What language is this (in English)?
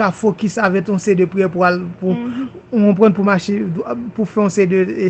Haitian Creole